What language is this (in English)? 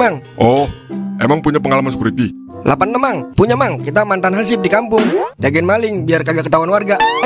Betawi